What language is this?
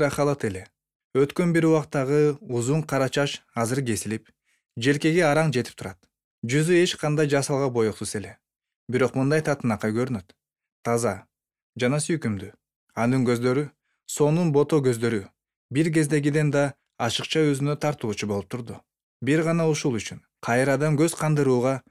Kyrgyz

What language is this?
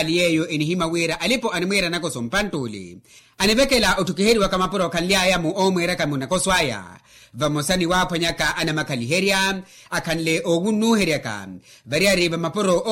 Makhuwa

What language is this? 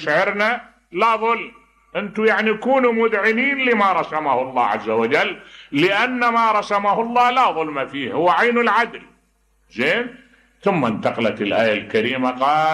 Mesopotamian Arabic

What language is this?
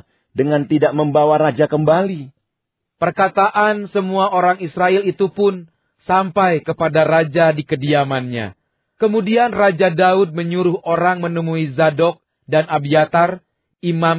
Indonesian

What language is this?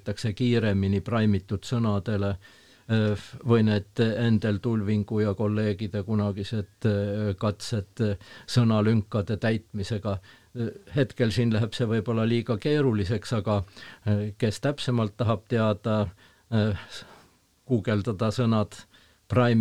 Estonian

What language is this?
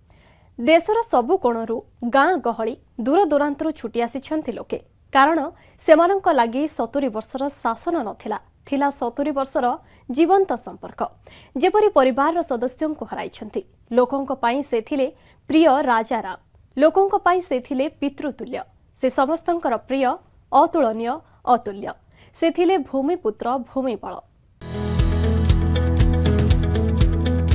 Odia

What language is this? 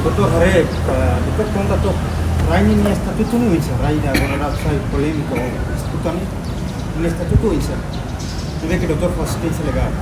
Tetum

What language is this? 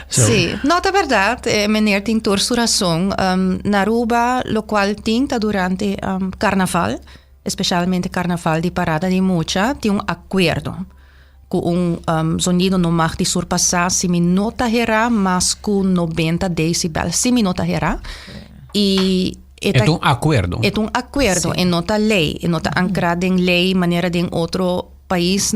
Papiamento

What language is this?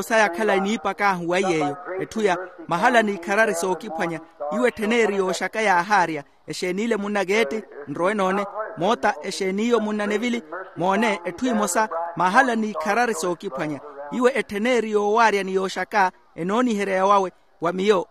Makhuwa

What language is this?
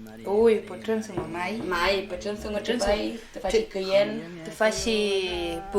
Mapuche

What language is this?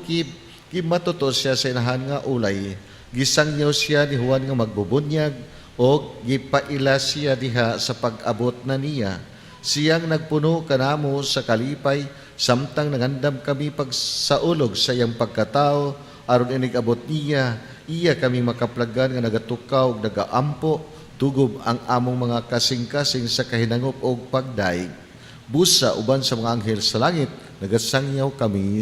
Cebuano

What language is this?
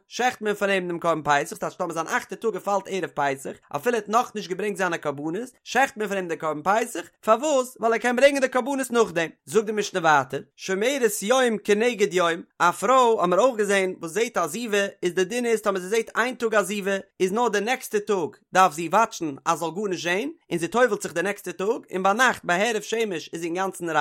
Yiddish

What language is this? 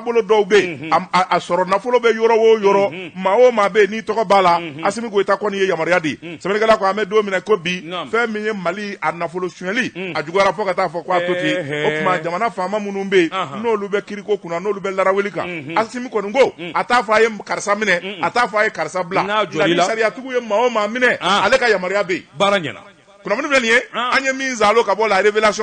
Bambara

